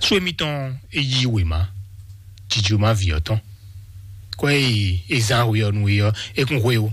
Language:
Fon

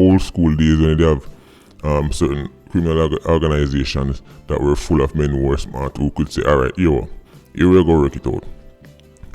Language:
Jamaican Creole English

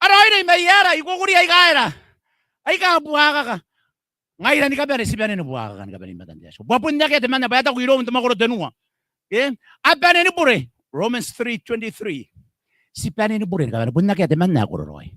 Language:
Gilbertese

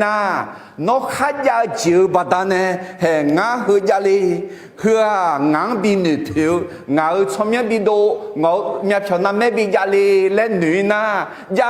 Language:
Akha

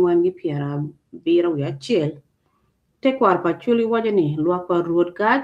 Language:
Acoli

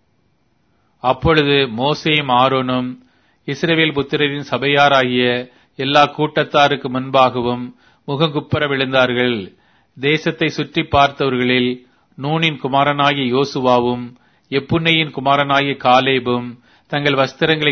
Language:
Tamil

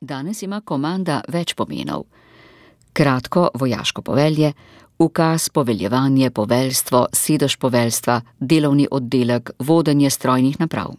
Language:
Slovenian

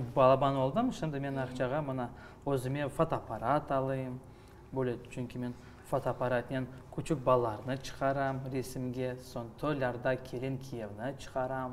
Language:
Crimean Tatar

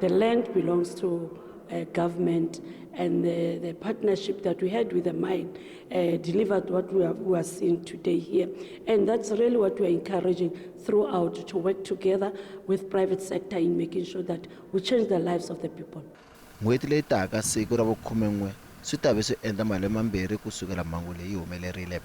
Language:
Tsonga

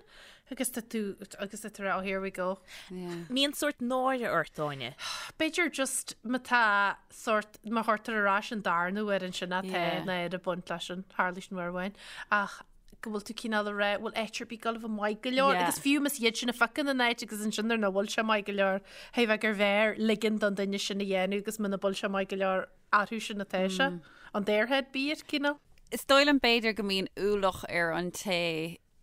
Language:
Irish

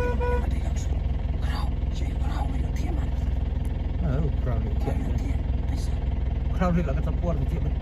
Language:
Khasi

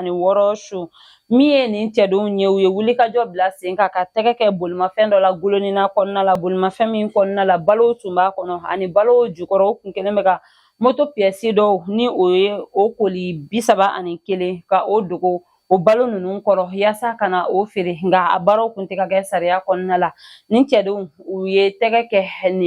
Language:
Bambara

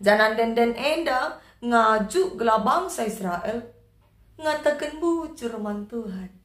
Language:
Batak Karo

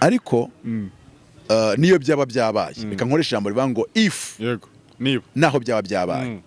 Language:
Kinyarwanda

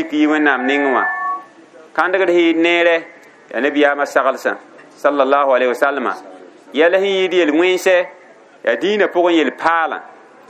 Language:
Mossi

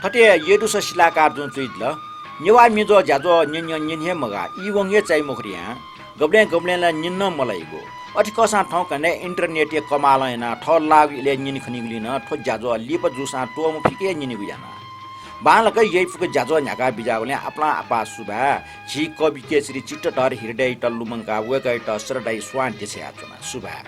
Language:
Newari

